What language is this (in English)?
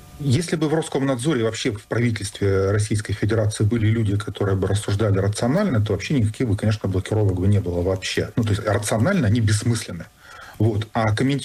Russian